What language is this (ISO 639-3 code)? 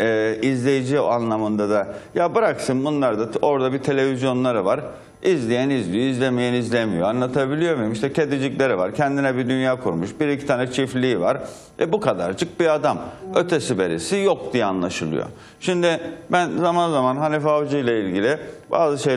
tur